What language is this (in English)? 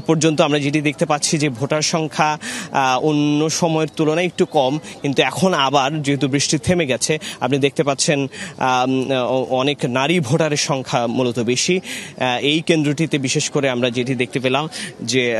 Bangla